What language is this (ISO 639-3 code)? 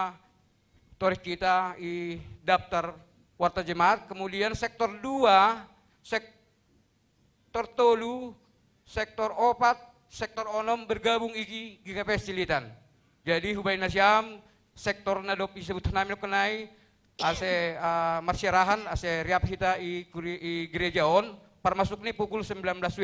bts